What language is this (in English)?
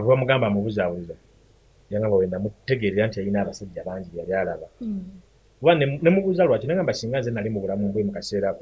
Ganda